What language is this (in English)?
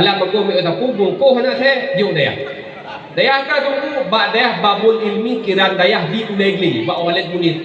Achinese